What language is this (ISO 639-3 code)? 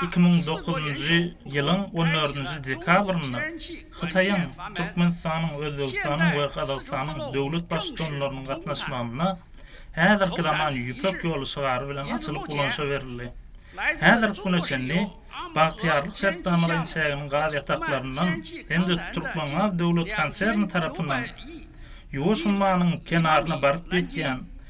tuk